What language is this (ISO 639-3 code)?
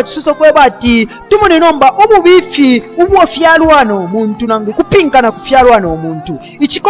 bem